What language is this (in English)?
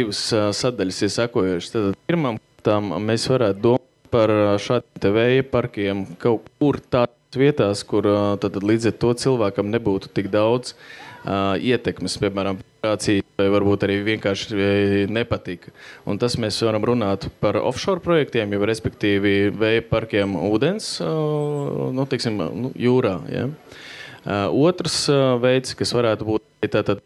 Latvian